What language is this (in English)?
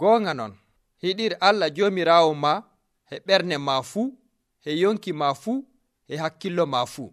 Nigerian Fulfulde